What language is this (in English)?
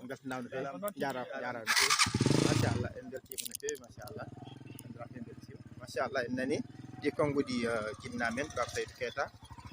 Fula